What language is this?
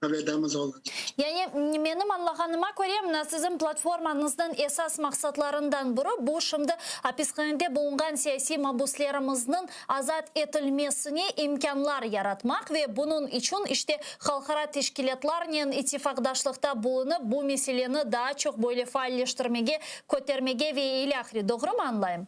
Crimean Tatar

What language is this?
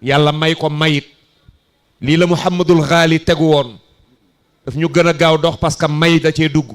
Wolof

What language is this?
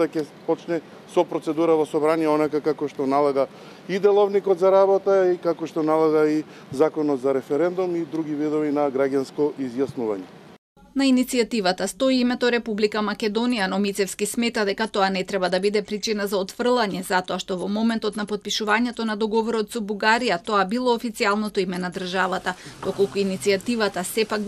Macedonian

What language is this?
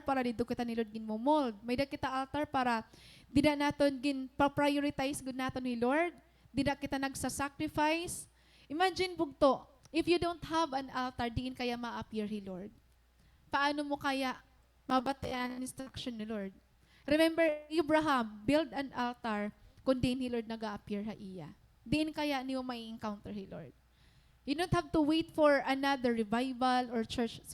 Waray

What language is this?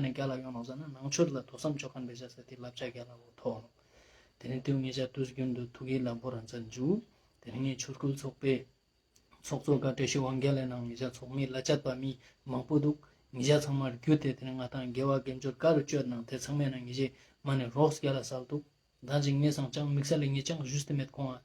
Ladakhi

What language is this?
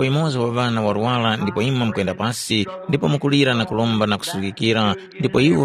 Tumbuka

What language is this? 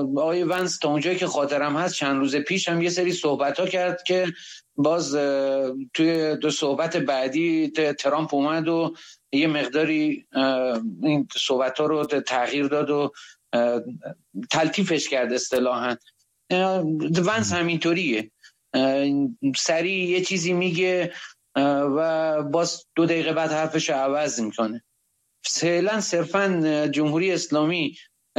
Persian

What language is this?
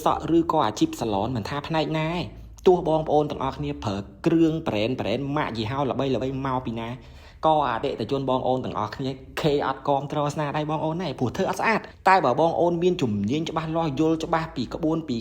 Khmer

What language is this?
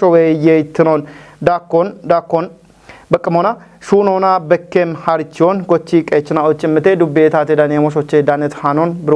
Kafa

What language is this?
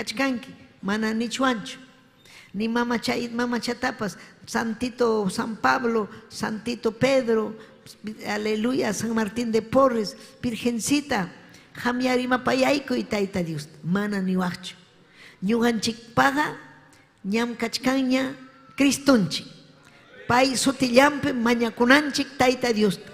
Ayacucho Quechua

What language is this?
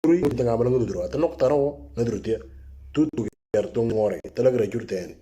Moro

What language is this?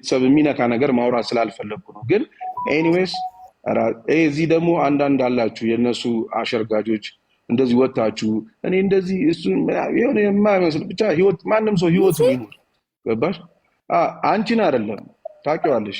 Amharic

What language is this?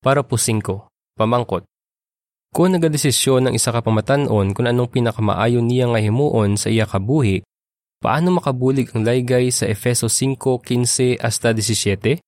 Hiligaynon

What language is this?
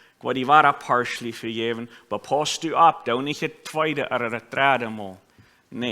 Plautdietsch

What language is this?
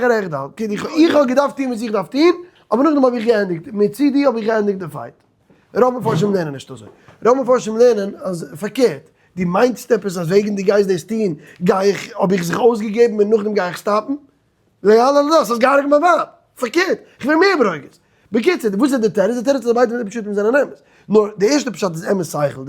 Yiddish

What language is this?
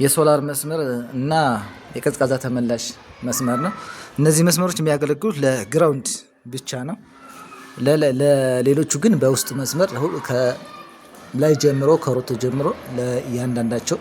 Amharic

